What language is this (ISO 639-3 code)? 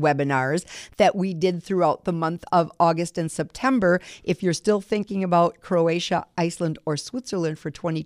eng